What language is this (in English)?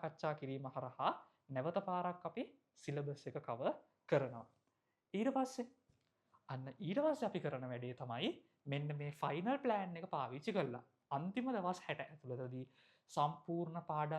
Sinhala